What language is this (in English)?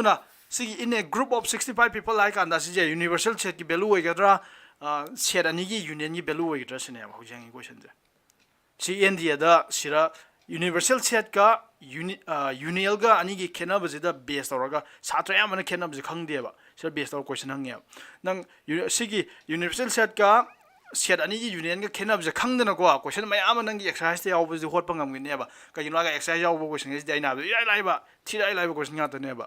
Manipuri